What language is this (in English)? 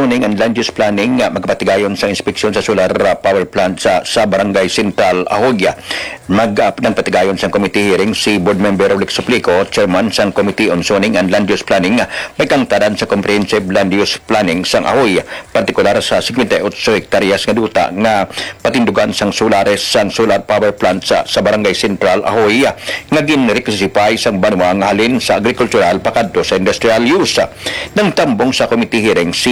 Hiligaynon